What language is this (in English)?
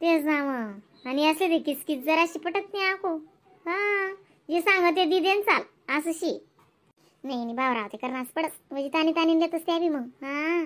Khandesi